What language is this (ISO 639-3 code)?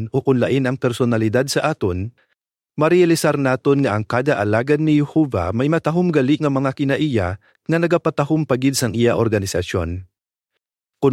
hil